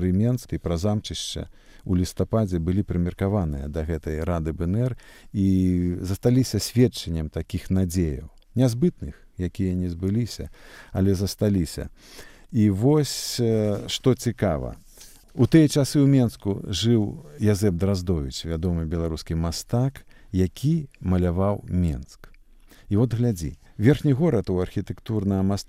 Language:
Belarusian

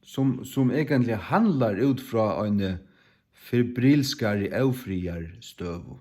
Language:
Faroese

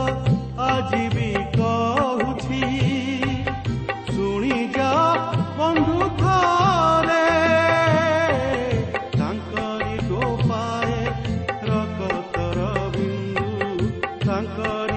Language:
Odia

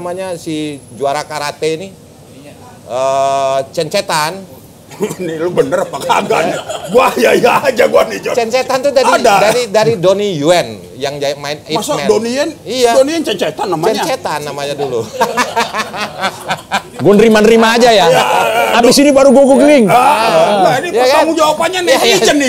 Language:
Indonesian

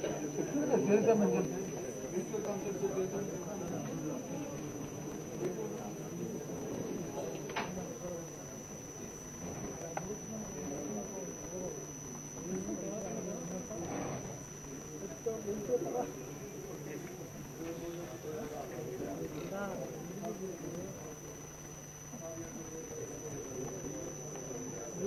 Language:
Telugu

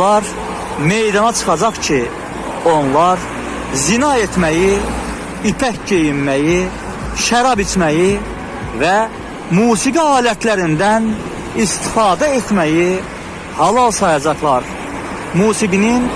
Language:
Azerbaijani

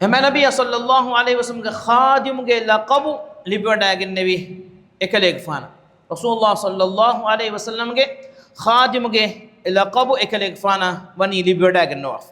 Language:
Divehi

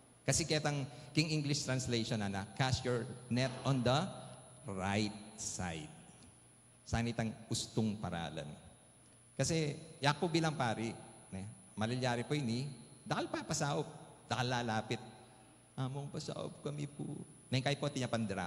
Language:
Pampanga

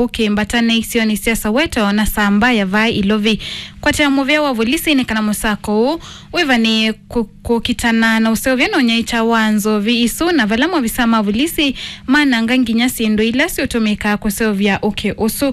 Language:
Kamba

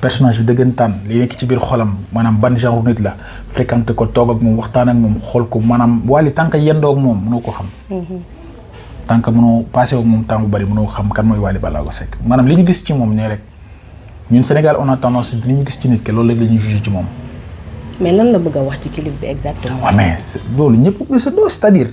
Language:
Wolof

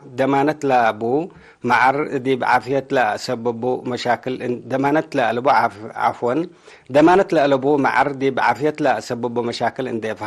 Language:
Tigre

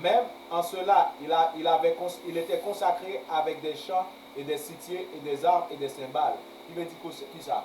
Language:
Haitian Creole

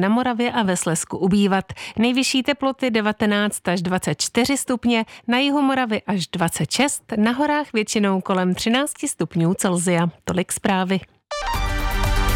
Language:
Czech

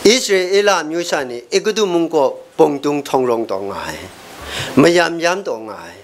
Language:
Kachin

